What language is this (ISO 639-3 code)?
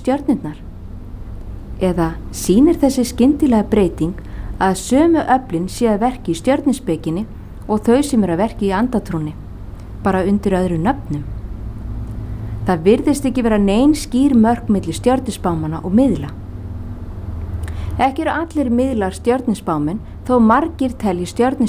isl